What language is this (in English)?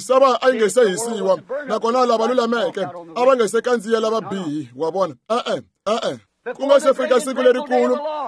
Tsonga